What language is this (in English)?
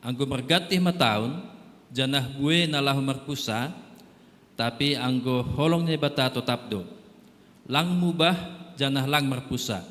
Batak Simalungun